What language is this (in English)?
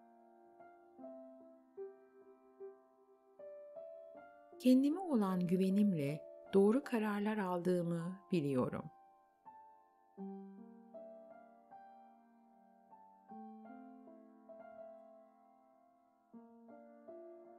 Turkish